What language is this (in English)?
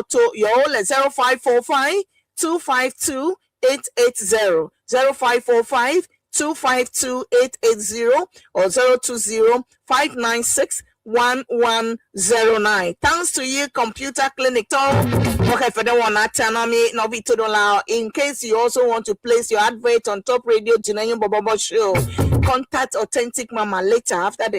Ewe